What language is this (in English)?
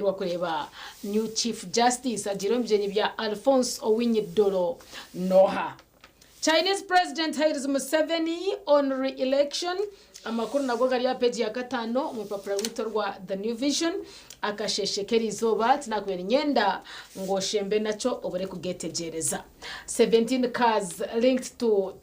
Nyankole